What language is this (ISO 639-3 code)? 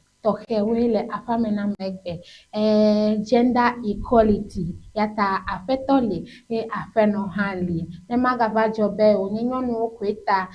ewe